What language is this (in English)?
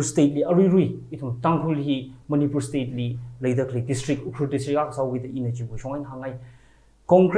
Tangkhul Naga (India)